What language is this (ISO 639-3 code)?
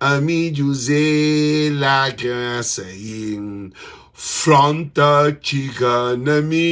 kea